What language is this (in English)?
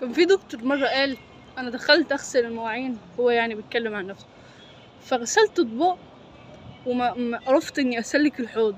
Egyptian Arabic